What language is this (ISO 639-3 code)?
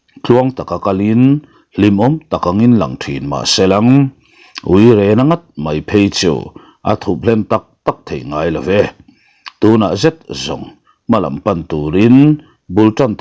lus